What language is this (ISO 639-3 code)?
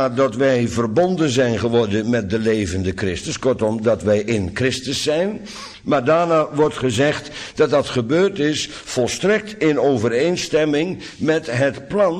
nld